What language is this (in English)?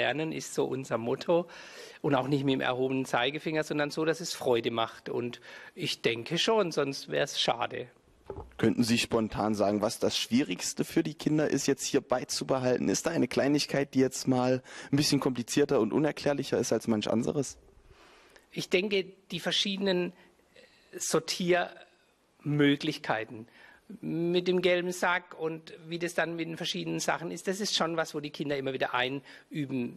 German